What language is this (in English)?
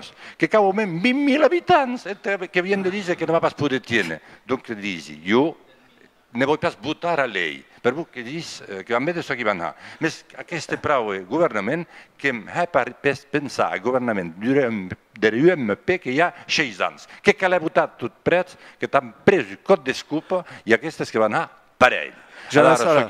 Occitan